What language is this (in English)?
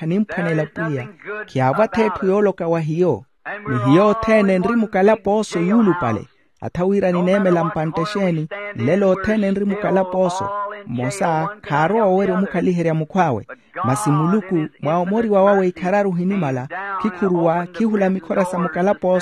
Makhuwa